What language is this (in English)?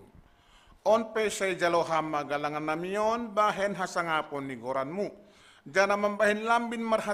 Batak Simalungun